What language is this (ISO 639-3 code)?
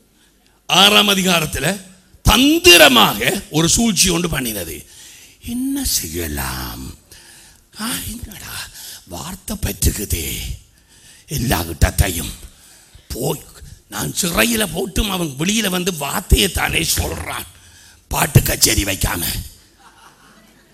tam